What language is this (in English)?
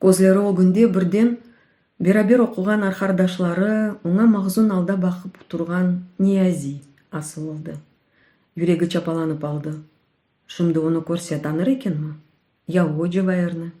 Crimean Tatar